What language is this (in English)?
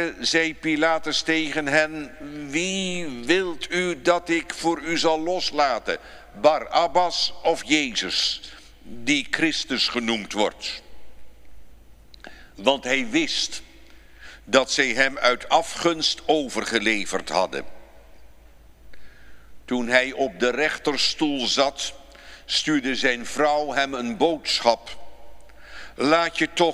Dutch